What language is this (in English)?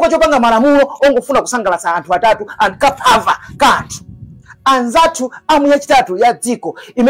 Nyanja